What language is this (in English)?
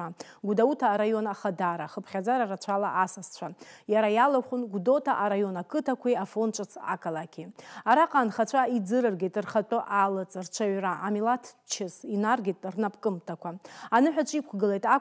Abkhazian